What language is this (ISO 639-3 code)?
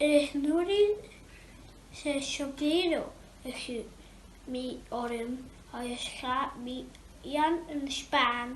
gla